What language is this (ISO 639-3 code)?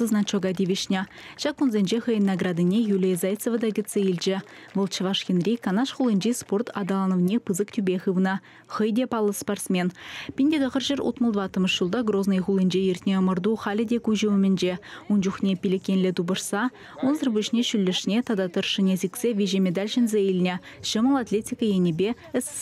chv